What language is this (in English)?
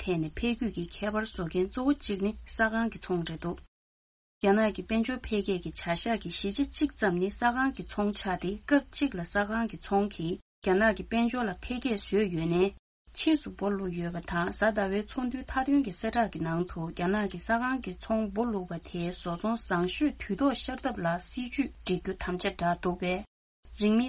Tibetan